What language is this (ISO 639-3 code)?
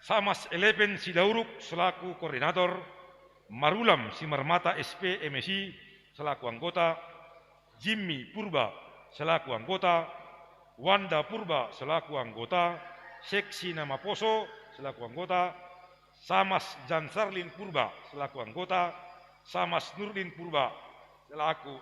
bts